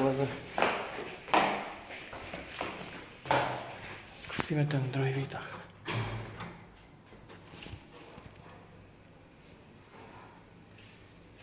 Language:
Czech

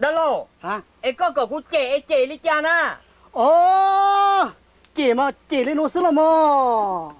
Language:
Hmong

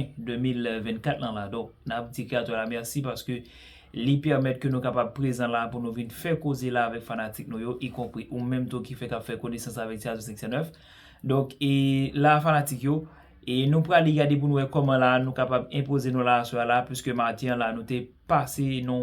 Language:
Haitian Creole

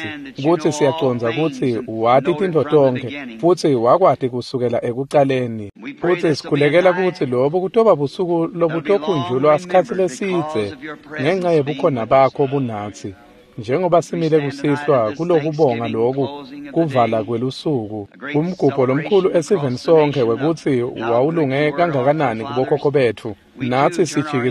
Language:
Swati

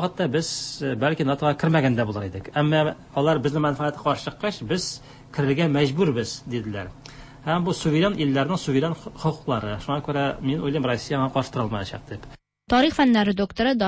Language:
Tatar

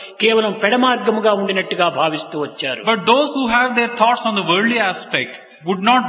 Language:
Telugu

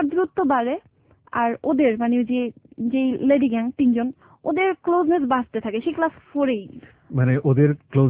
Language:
Bangla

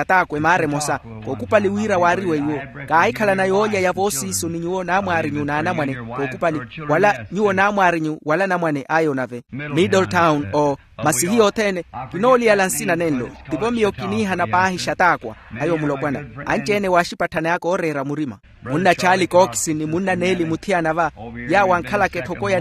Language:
Makhuwa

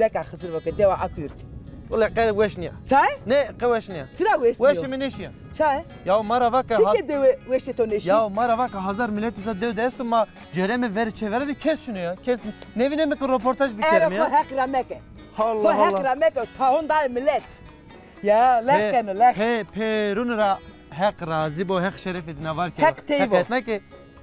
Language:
Zaza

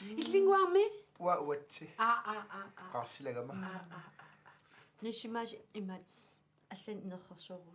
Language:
Kalaallisut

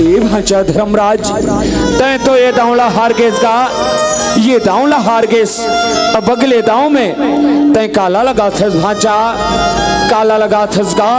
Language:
Chhattisgarhi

